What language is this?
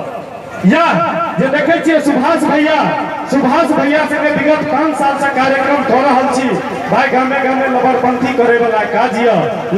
Maithili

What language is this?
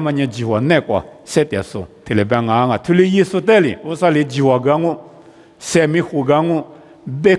Lisu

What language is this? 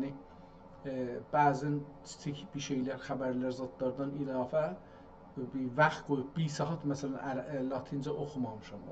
South Azerbaijani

